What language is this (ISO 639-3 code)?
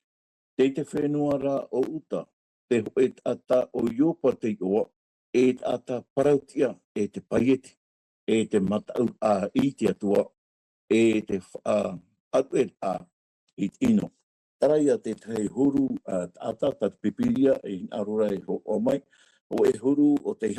tah